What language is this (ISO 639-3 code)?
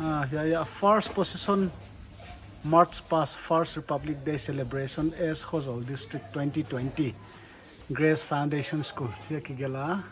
pck